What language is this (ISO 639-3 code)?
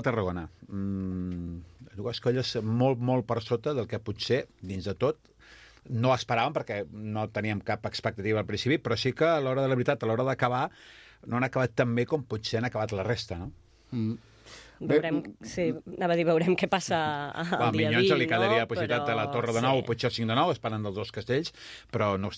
cat